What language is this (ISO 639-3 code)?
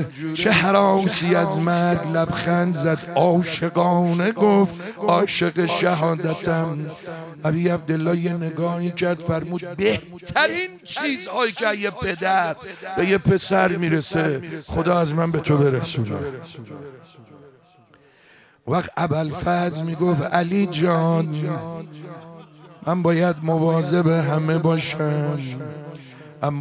fas